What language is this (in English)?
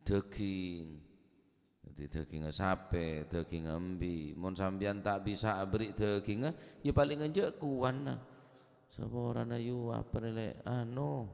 Madurese